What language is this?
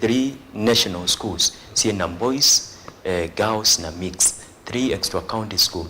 Kamba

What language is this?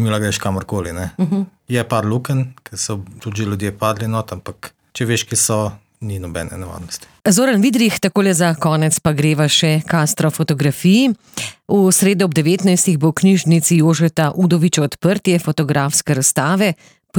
Slovenian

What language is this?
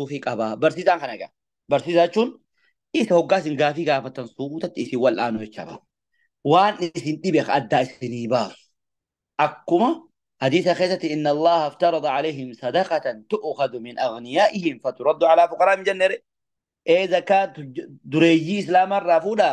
Oromo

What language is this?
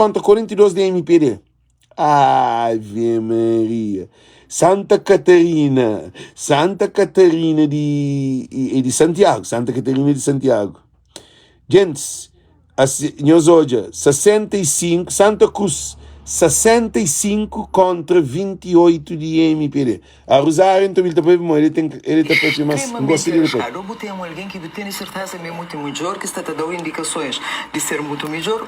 Kabuverdianu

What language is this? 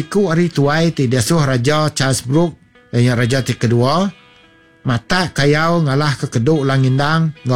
Iban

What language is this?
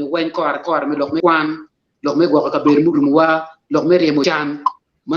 Acoli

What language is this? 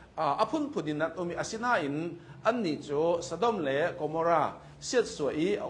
Hakha Chin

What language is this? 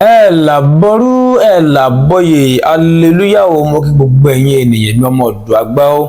Yoruba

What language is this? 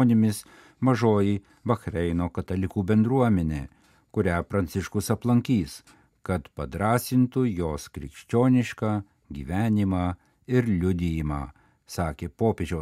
Lithuanian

